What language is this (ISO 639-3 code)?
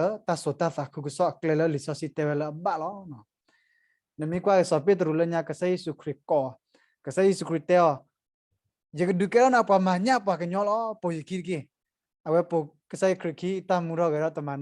ksw